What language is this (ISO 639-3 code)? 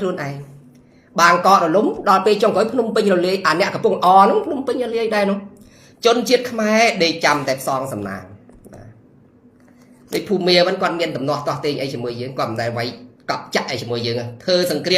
khm